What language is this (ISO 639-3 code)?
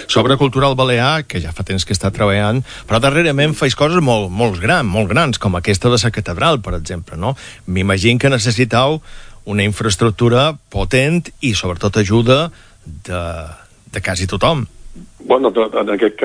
cat